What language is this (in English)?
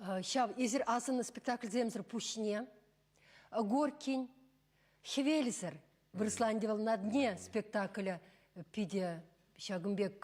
Chuvash